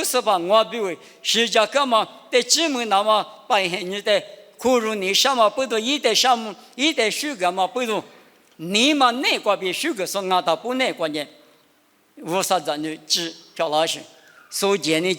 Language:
Lisu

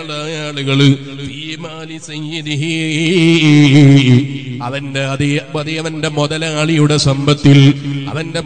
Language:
Malayalam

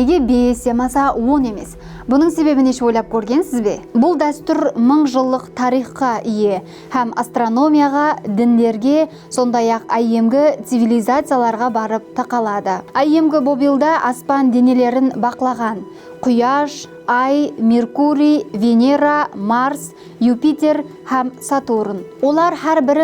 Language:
Kara-Kalpak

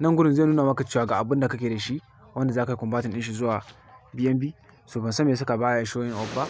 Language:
Hausa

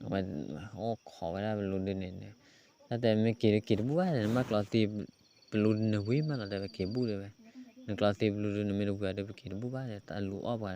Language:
S'gaw Karen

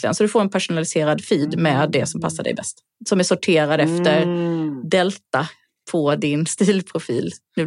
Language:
Swedish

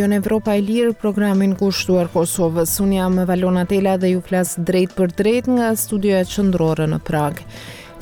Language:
Albanian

